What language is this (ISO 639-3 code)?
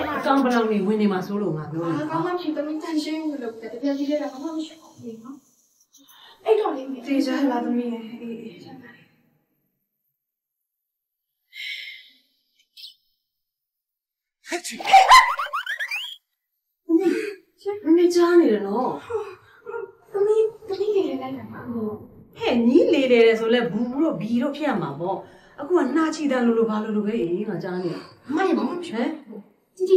mya